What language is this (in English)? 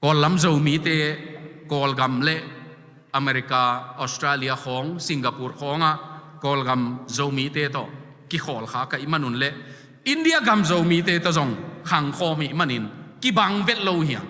Tedim Chin